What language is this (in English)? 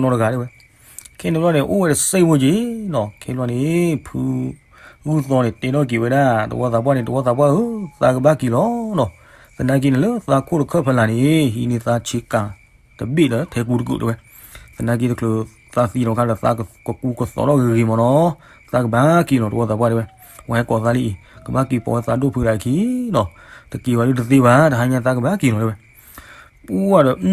S'gaw Karen